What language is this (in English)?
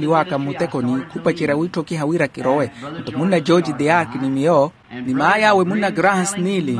Makhuwa